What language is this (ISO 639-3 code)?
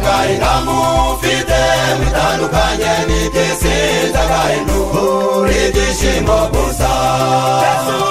kin